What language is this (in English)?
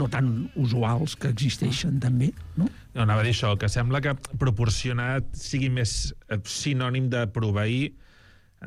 Catalan